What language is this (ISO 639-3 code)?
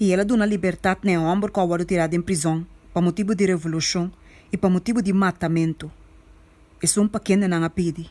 pap